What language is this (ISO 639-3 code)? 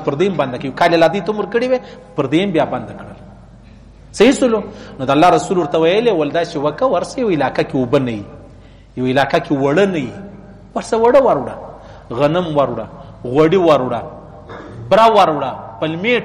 pus